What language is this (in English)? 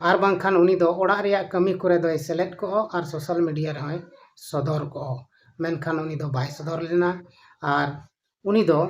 Santali